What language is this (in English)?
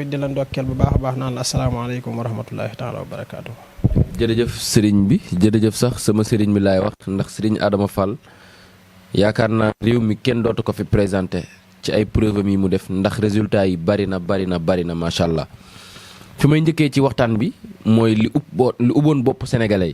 Wolof